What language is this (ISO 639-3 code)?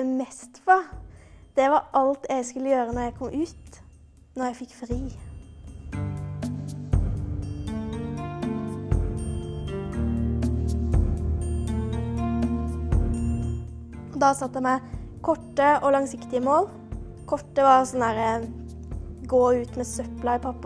nor